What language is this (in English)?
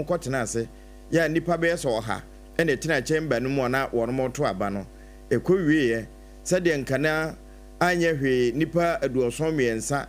Akan